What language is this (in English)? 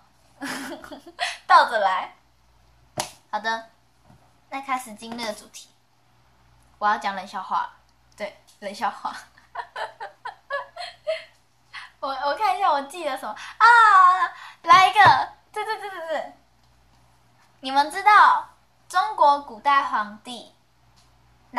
Chinese